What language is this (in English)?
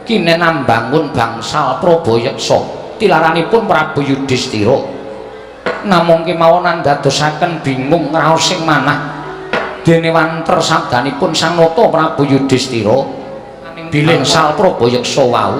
Javanese